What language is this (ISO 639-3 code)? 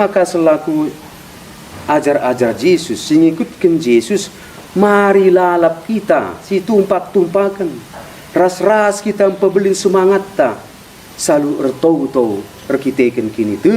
btx